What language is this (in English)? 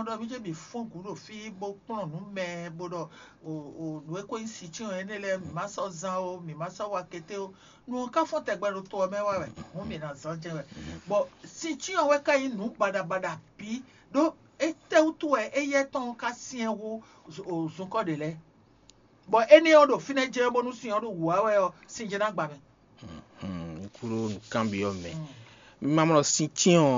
Fon